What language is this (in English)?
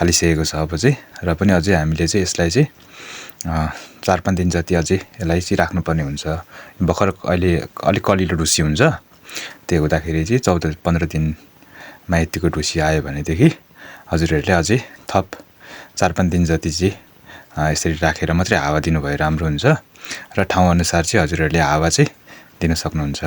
Nepali